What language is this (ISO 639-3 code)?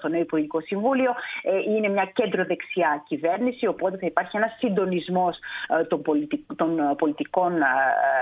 ell